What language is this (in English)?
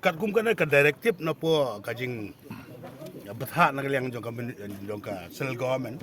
Khasi